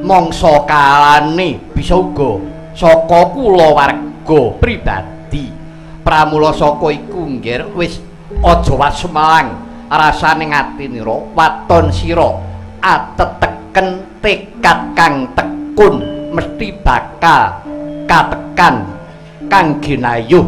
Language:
Javanese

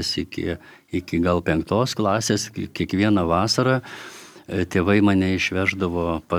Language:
Lithuanian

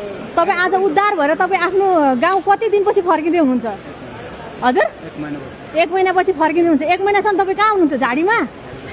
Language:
Nepali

